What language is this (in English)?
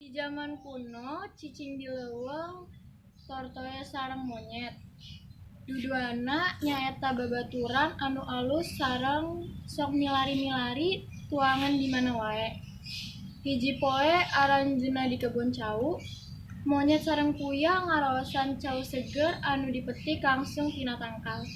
Sundanese